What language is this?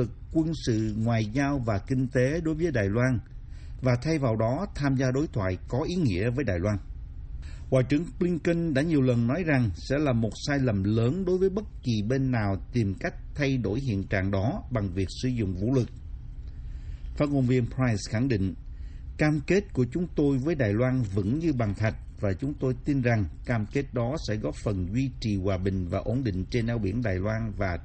Vietnamese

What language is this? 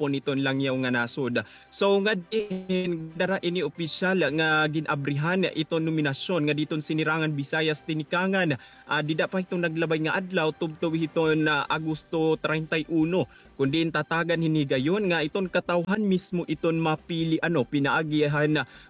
Waray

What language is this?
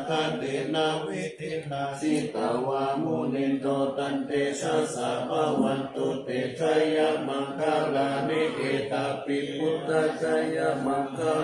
Pali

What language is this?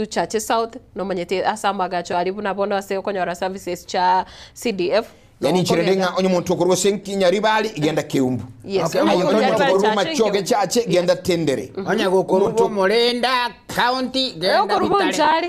Gusii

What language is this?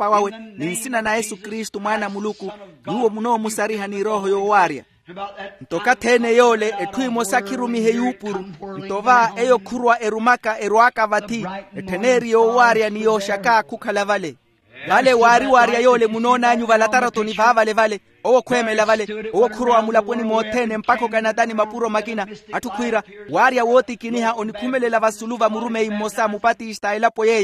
Makhuwa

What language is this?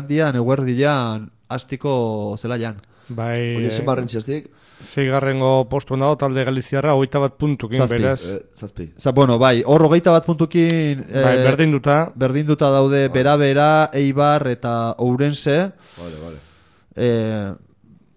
Basque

